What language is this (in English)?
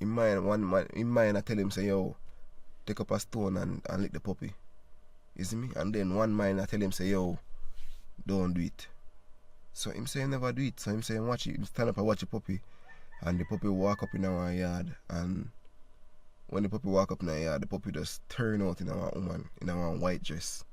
Jamaican Creole English